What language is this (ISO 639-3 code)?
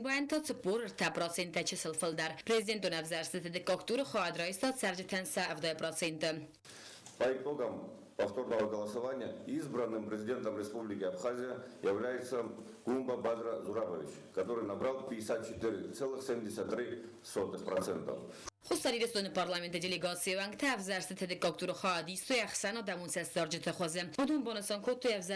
oss